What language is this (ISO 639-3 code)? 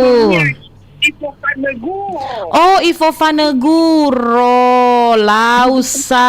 nia